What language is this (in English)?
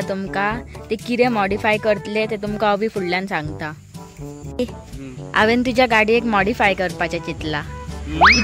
Konkani